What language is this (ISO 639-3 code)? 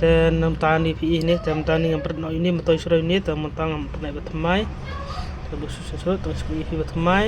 kha